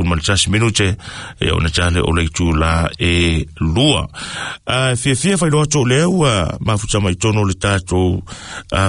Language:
Samoan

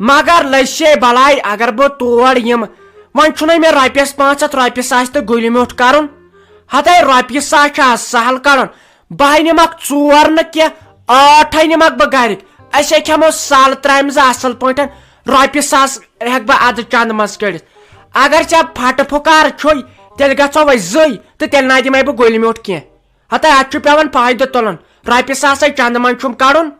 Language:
Kashmiri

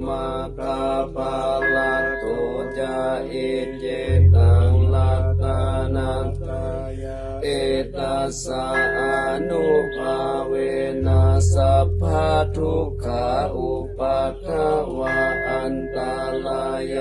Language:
Pali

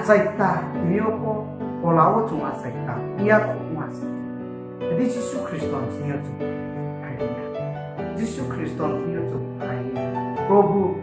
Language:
Riang (India)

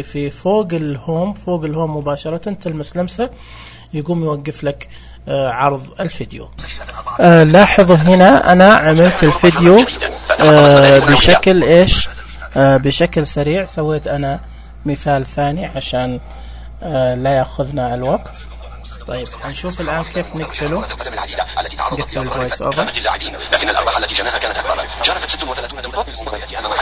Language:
Najdi Arabic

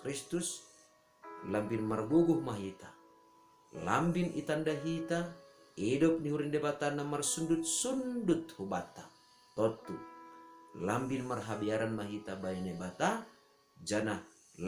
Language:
Batak Simalungun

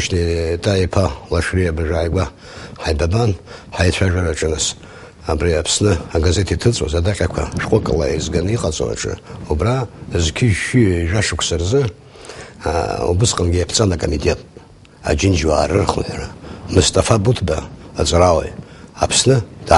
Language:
Abkhazian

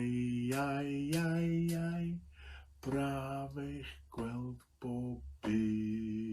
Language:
Welsh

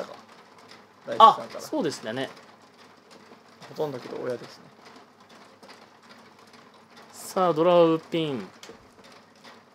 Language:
Japanese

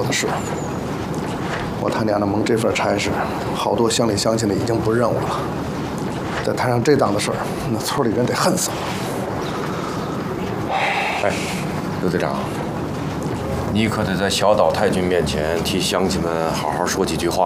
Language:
Chinese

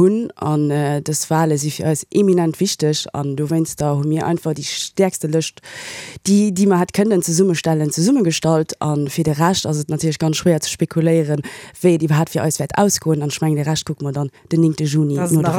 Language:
Luxembourgish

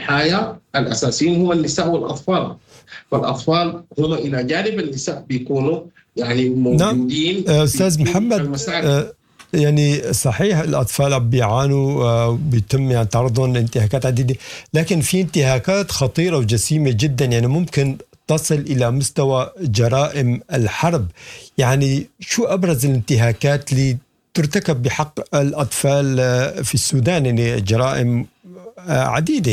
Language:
Sudanese Arabic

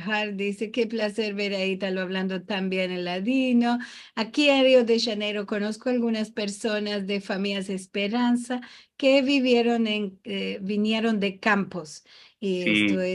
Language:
Ladino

